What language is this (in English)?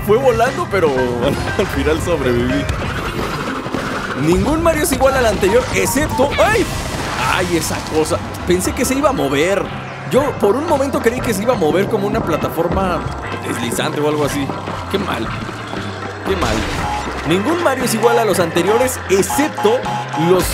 Spanish